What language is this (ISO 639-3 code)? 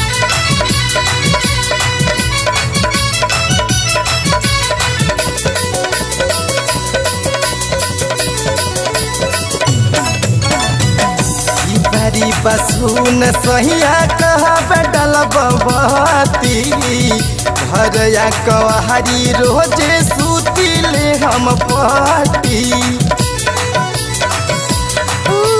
bho